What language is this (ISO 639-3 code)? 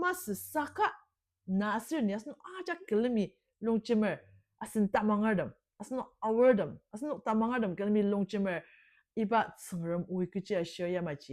njo